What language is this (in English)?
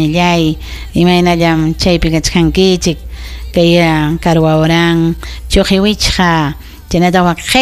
Ayacucho Quechua